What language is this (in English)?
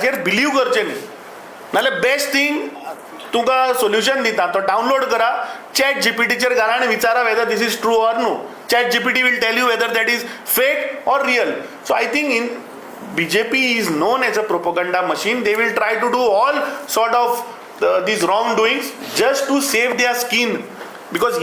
Konkani